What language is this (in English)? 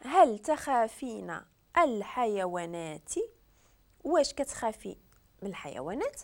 Moroccan Arabic